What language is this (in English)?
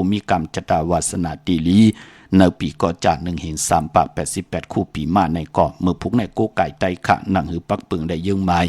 Shan